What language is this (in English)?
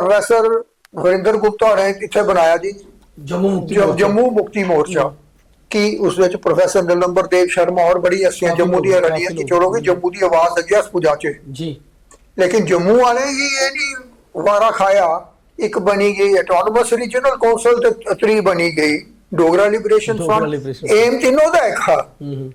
Dogri